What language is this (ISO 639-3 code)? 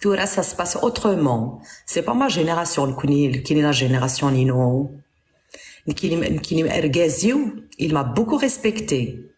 kab